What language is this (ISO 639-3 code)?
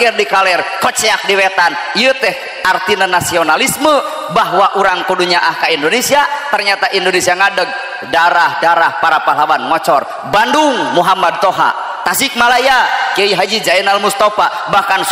sun